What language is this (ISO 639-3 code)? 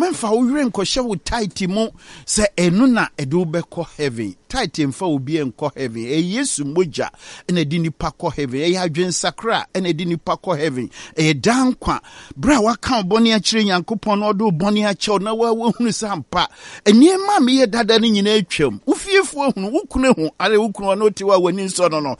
aka